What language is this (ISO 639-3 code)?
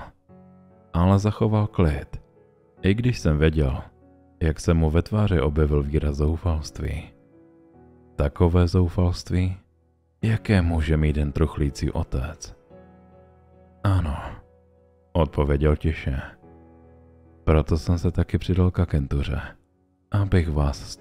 ces